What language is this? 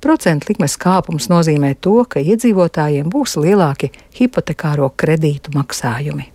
Latvian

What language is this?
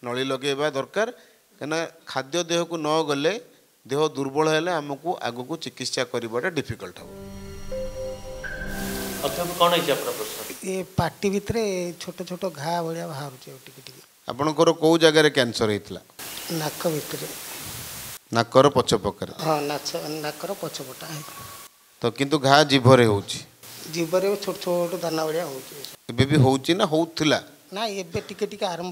Odia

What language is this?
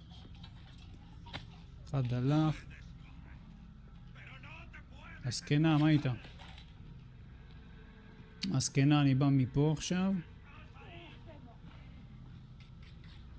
Hebrew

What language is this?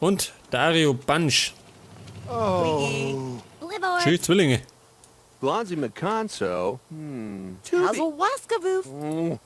Bavarian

